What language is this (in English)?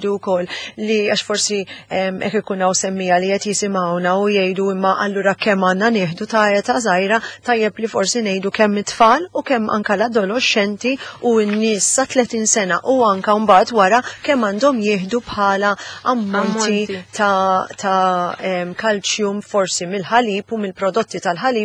Maltese